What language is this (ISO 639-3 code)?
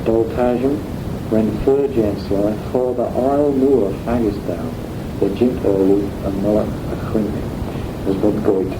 glv